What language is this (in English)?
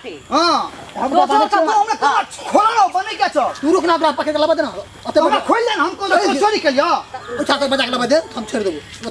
Maithili